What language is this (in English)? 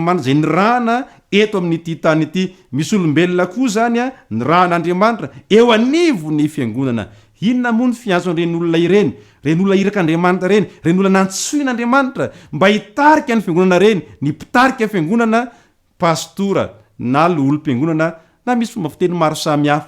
Malagasy